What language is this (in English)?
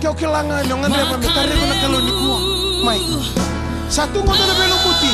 Fijian